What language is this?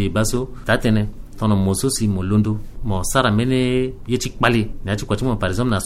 Sango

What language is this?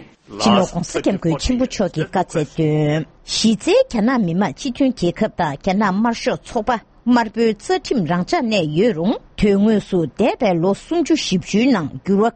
Tibetan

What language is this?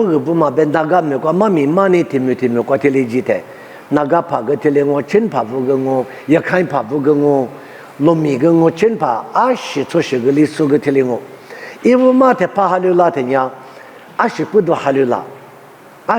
Lisu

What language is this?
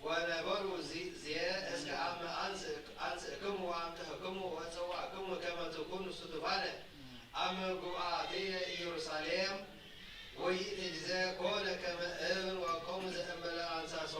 Geez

